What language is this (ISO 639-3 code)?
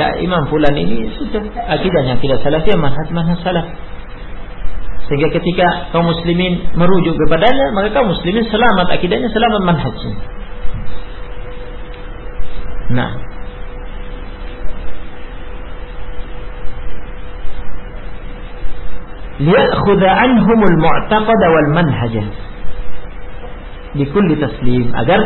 ind